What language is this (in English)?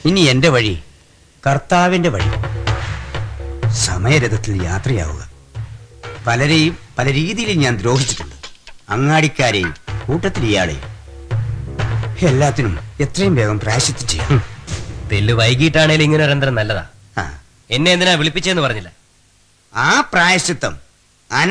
Malayalam